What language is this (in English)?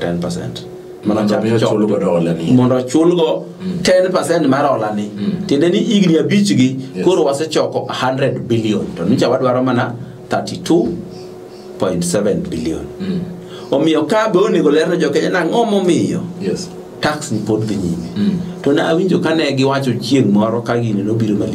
Luo (Kenya and Tanzania)